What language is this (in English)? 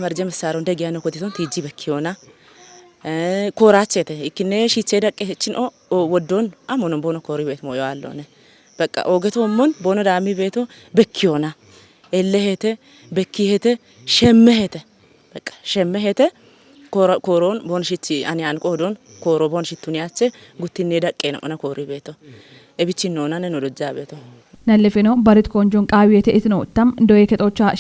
Kafa